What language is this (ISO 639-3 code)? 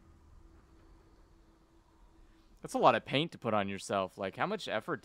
eng